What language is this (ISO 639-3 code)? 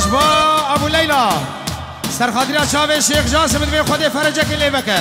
kur